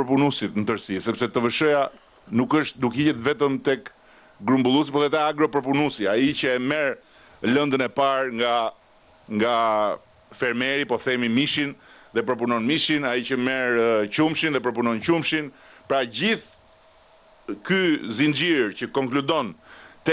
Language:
Albanian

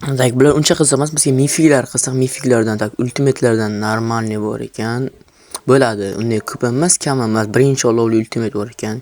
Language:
Uzbek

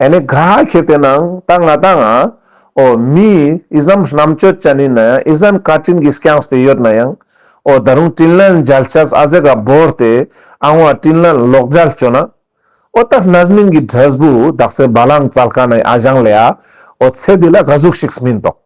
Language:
Ladakhi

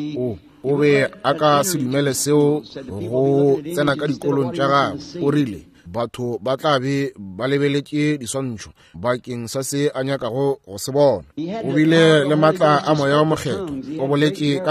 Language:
Northern Sotho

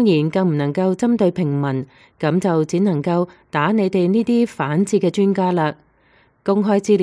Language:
Cantonese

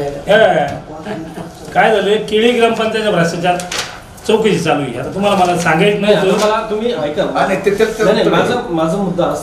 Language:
Marathi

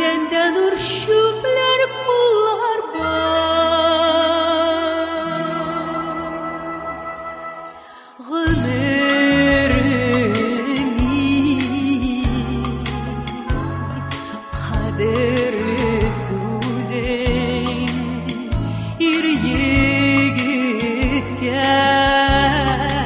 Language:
Tatar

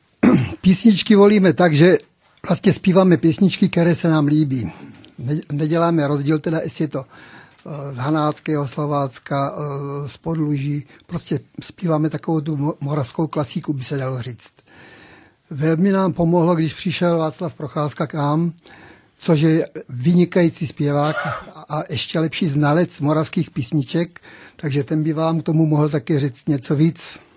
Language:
Czech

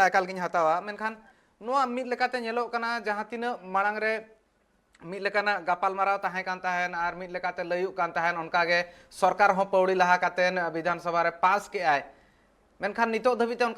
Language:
Santali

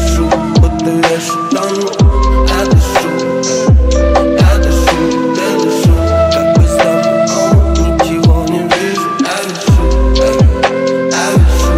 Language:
Russian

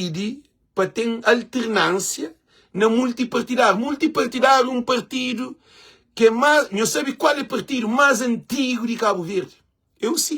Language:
Kabuverdianu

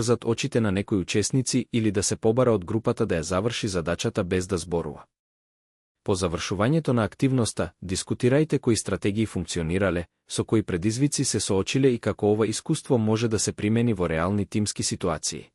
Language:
Macedonian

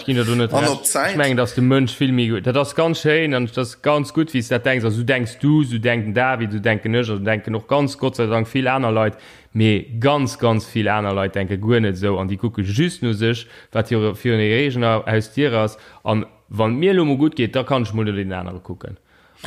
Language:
Luxembourgish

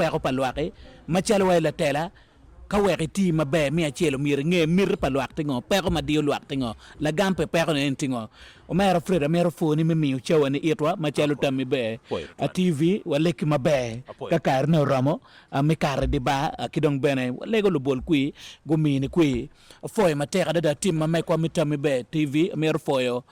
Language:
Acoli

